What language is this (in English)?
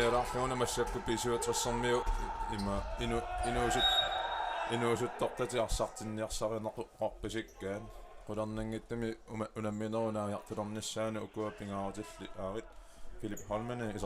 Kalaallisut